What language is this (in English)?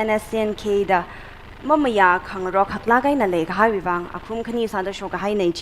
Tangkhul Naga (India)